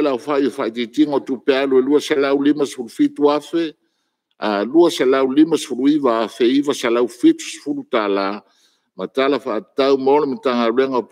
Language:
Samoan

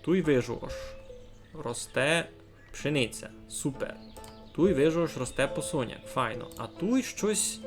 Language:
Rusyn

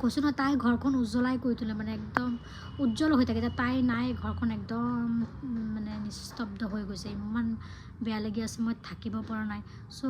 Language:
Assamese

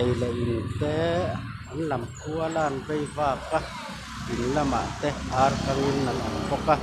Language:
Mizo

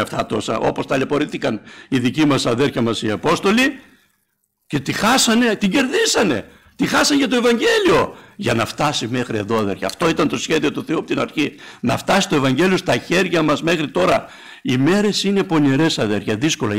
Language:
Greek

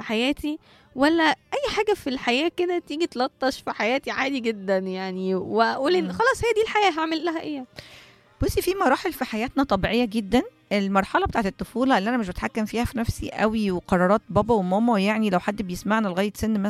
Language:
Egyptian Arabic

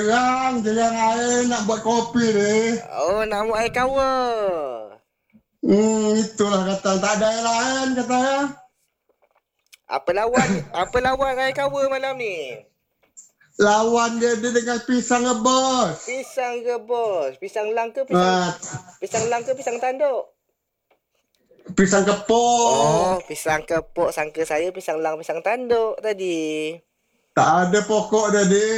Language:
Malay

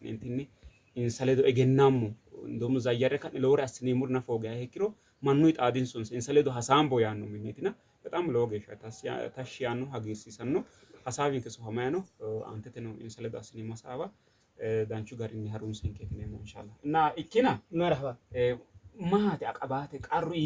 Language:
Sidamo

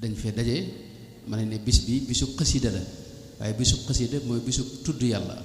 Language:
Wolof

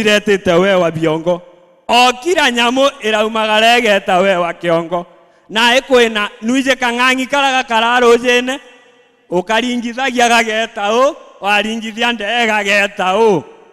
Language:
Meru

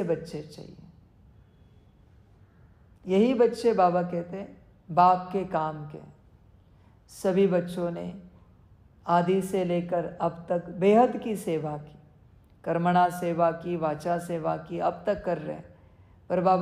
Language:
Hindi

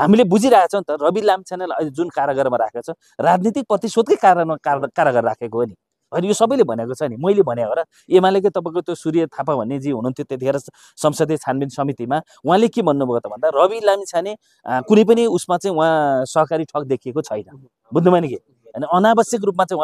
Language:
Nepali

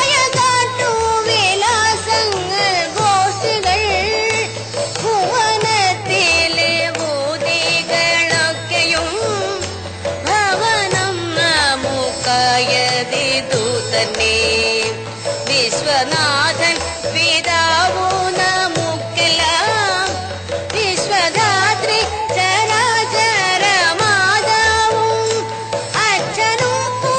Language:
Malayalam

